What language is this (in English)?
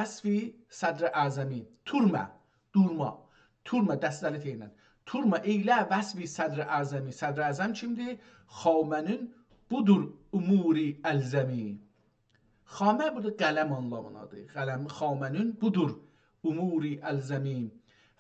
South Azerbaijani